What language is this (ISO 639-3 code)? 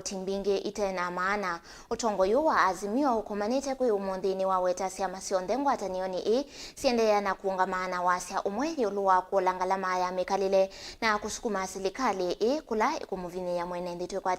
kam